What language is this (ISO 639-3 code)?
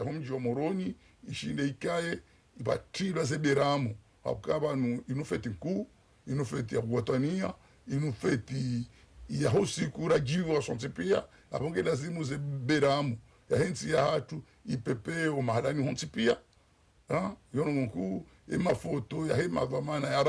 zdj